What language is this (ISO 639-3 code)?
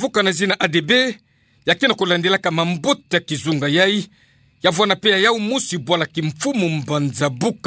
ktu